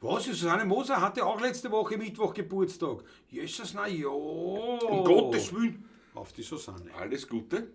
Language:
Bavarian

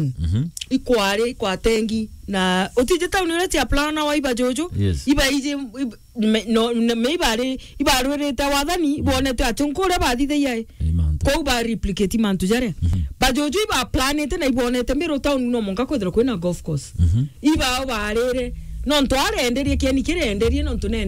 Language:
Meru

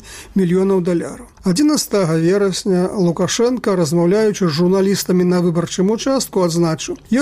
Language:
Belarusian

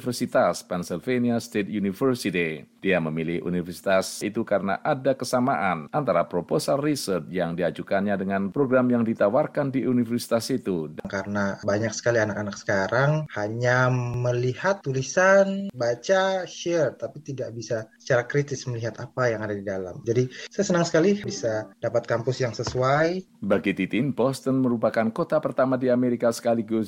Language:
Indonesian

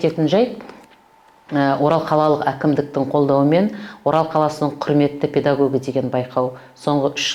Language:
Kazakh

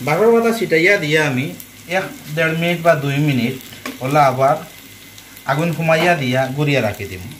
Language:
Sylheti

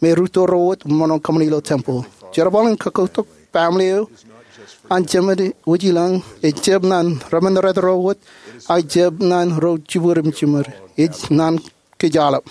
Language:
Marshallese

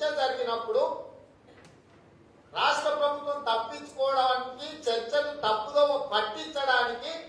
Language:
Telugu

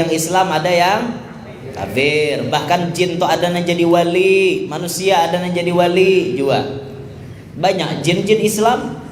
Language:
Banjar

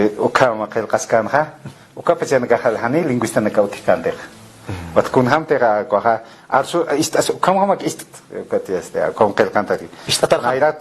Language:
Aymara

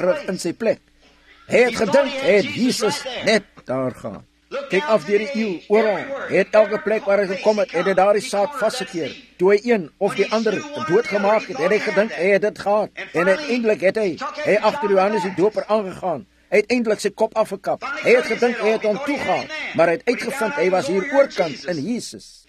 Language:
Afrikaans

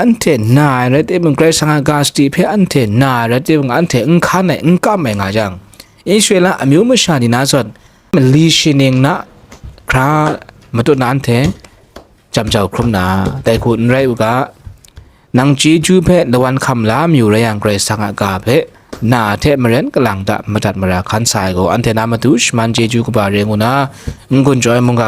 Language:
Kachin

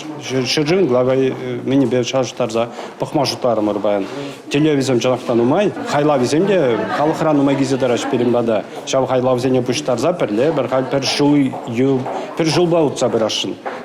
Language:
Chuvash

